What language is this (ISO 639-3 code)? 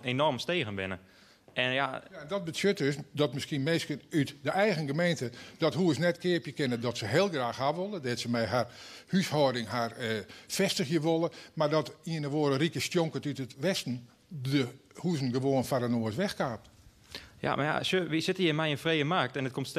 fry